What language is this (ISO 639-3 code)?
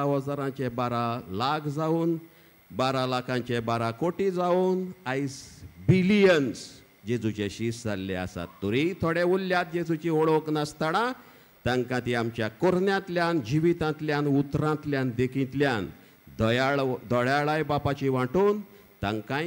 kok